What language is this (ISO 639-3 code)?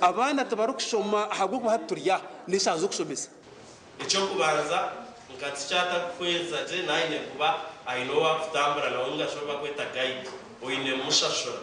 nyn